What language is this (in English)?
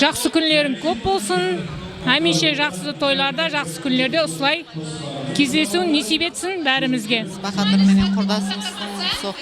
Kara-Kalpak